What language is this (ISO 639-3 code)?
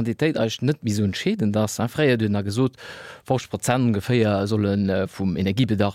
ltz